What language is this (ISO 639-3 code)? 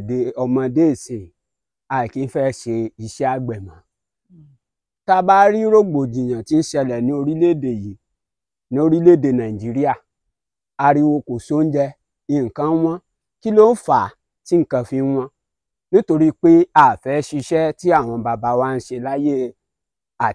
yor